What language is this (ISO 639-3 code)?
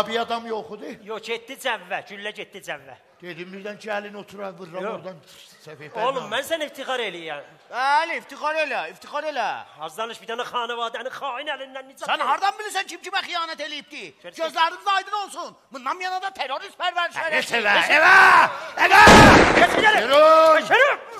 azb